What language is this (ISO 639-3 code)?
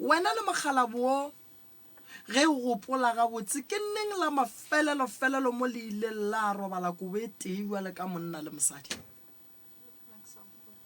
nso